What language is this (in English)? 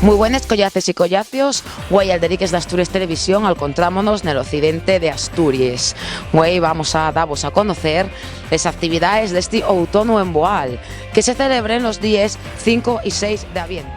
Asturian